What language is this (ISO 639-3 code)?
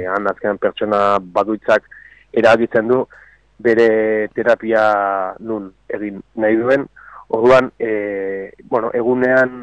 eus